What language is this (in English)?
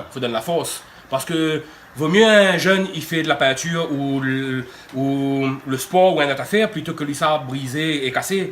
Réunion Creole French